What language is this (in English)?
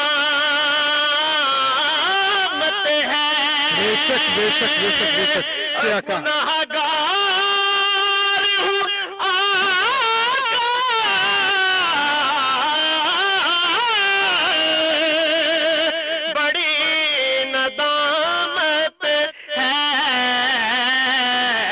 Urdu